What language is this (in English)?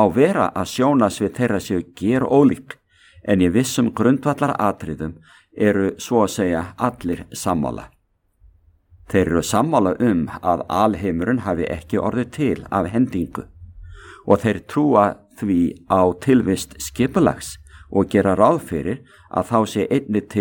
Icelandic